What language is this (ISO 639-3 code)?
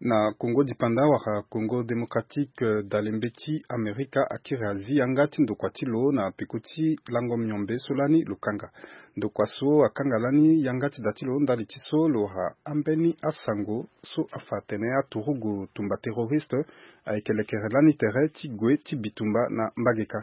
sag